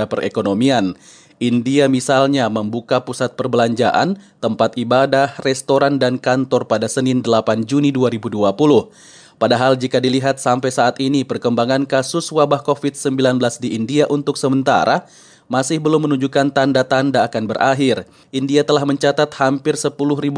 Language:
Indonesian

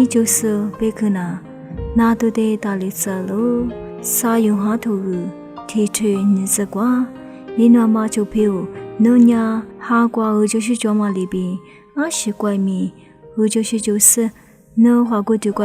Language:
Lisu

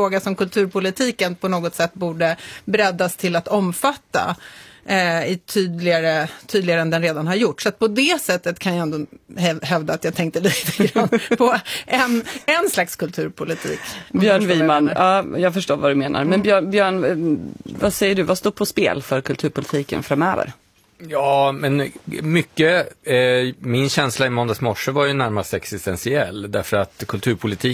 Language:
Swedish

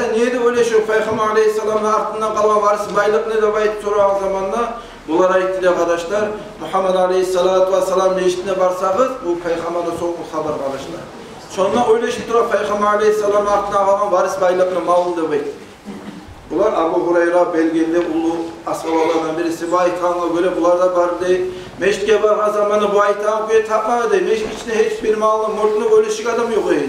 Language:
Kumyk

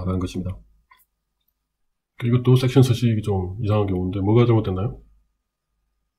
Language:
Korean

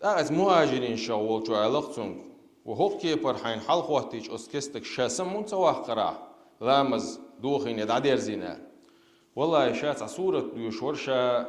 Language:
Chechen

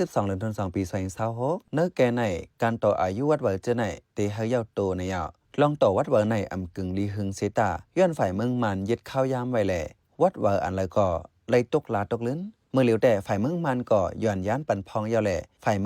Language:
Shan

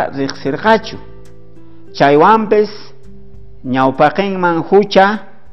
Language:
South Bolivian Quechua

